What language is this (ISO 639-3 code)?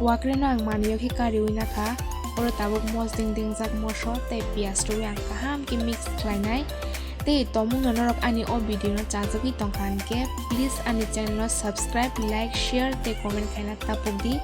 trp